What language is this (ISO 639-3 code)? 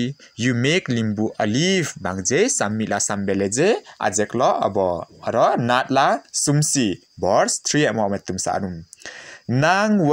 lif